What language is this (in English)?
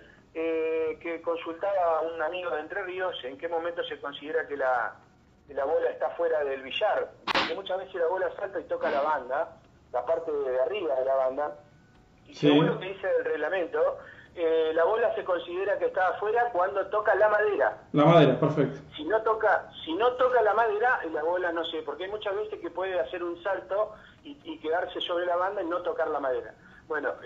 Spanish